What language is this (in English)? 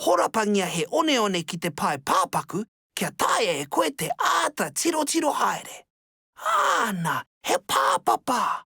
Māori